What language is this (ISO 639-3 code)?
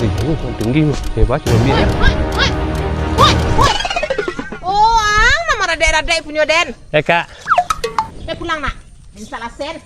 min